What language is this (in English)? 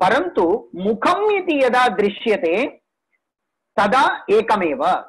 Sanskrit